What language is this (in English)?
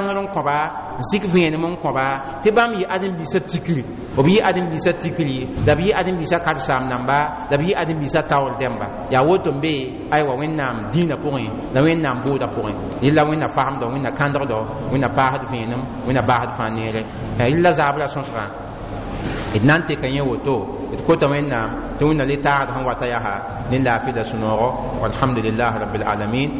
Mossi